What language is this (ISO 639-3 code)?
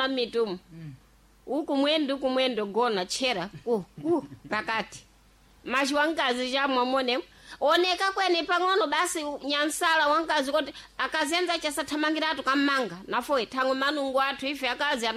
seh